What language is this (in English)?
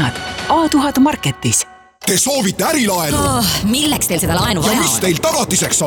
Estonian